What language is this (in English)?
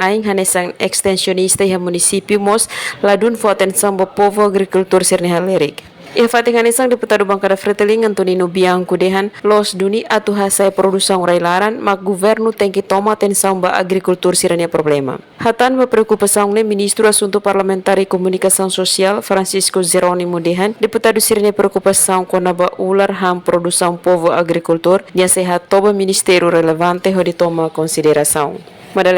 Tetum